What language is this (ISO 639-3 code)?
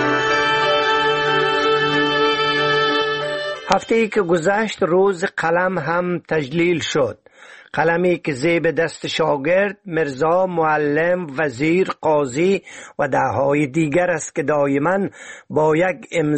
fas